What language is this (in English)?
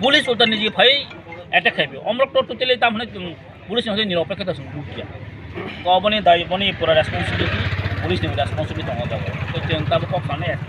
Kok Borok